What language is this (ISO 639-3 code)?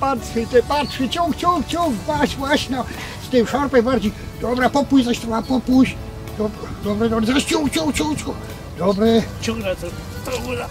szl